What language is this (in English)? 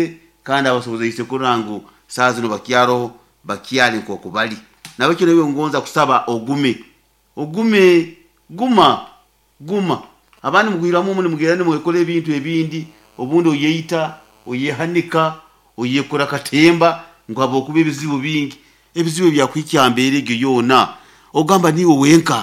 Nyoro